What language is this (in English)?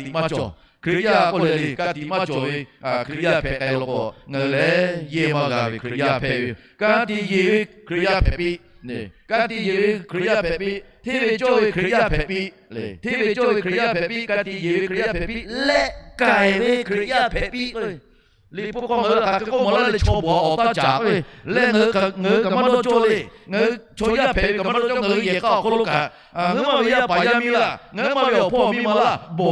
Lahu